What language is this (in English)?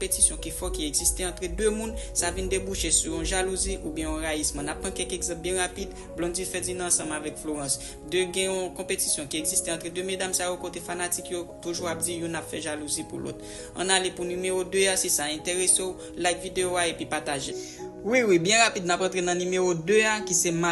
Haitian Creole